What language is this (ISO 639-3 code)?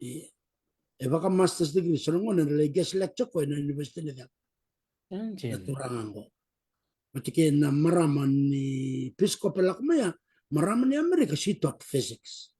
fij